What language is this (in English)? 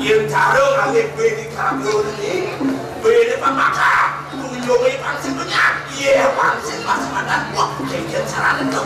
Balinese